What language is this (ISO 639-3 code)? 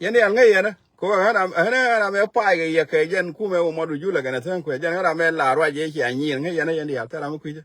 nus